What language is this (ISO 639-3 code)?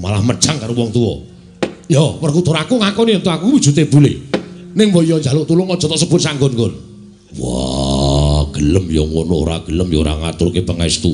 jav